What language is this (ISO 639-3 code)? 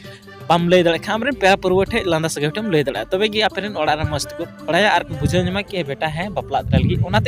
sat